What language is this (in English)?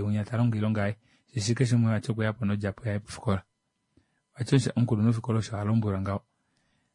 Kuanyama